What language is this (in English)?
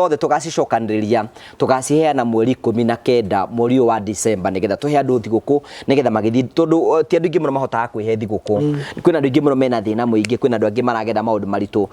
Kikuyu